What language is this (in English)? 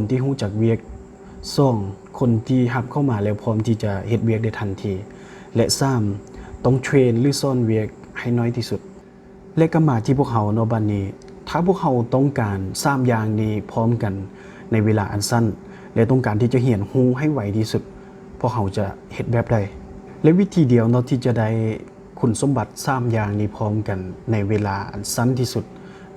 Lao